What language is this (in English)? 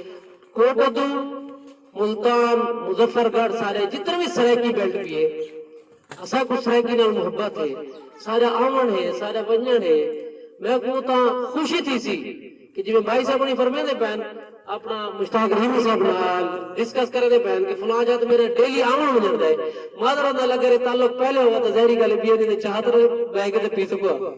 Saraiki